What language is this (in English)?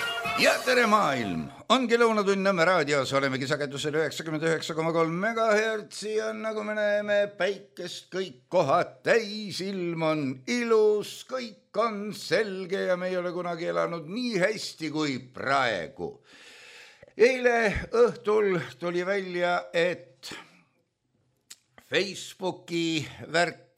Estonian